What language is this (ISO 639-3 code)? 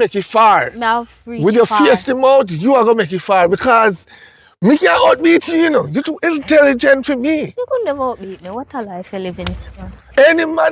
jam